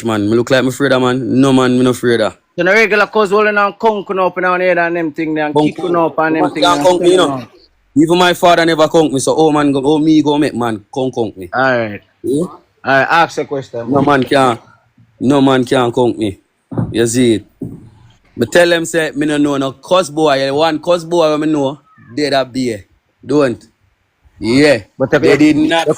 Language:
Jamaican Creole English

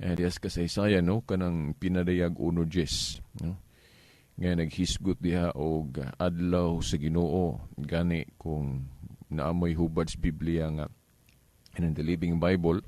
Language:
Cebuano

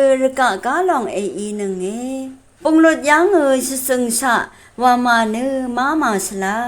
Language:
Rawang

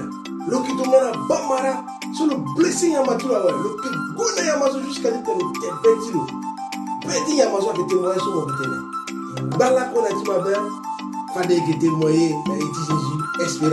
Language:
Sango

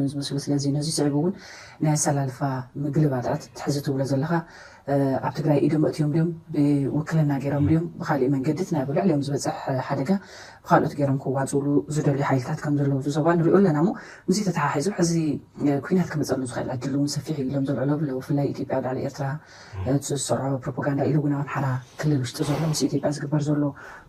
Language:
Tigrinya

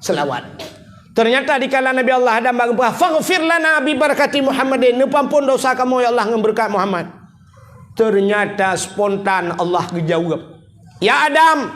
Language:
Achinese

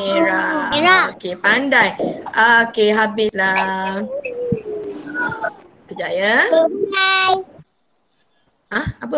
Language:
Malay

